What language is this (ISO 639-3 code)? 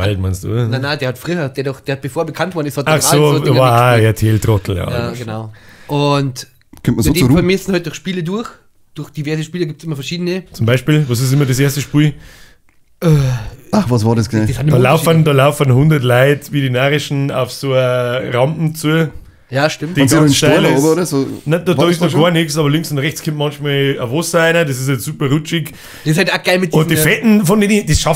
bar